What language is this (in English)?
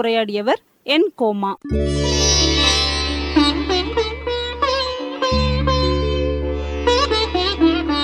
Tamil